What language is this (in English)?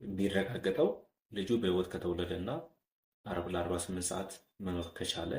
Amharic